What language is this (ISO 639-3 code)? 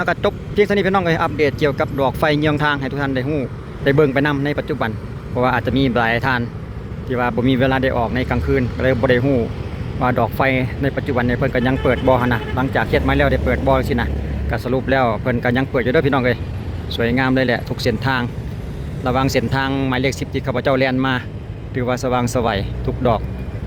lao